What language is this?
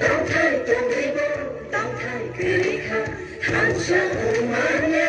Kok Borok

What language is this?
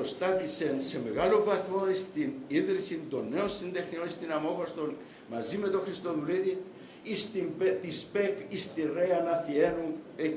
Greek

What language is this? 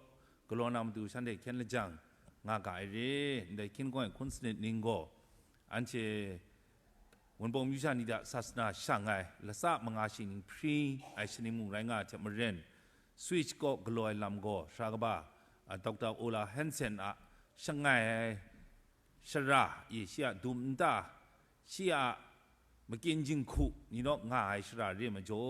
Kachin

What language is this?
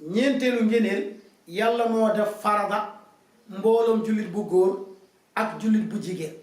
Wolof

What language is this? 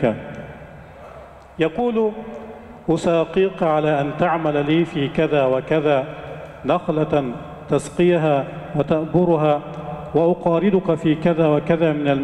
Arabic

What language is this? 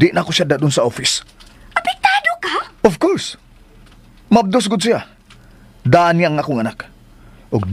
Cebuano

